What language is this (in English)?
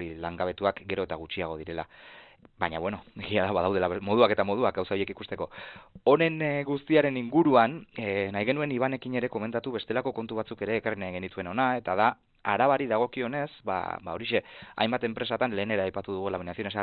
Basque